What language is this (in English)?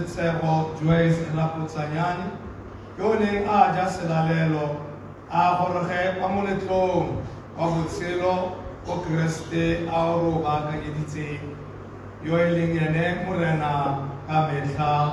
Tswana